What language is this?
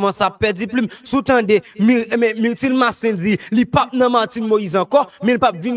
Haitian Creole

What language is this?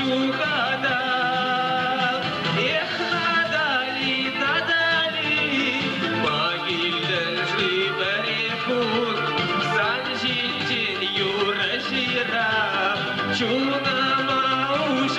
Chuvash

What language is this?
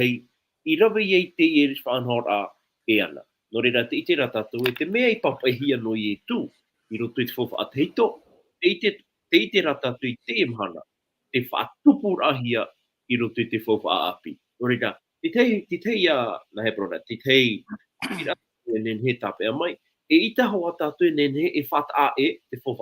Tahitian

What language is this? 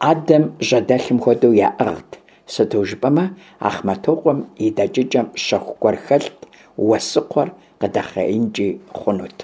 Kabardian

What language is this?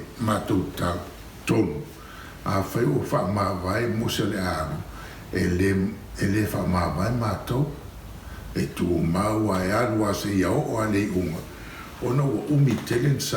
Samoan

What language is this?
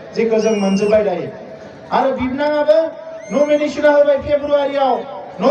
Bodo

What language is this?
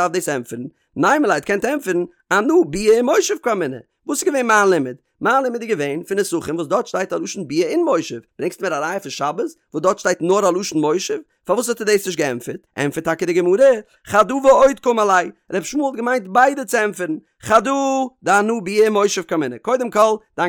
Yiddish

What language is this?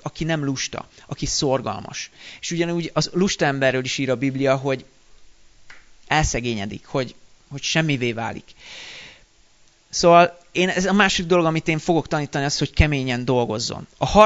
Hungarian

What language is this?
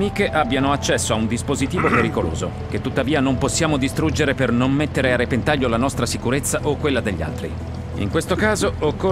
Italian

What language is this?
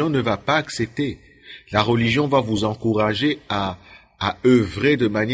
French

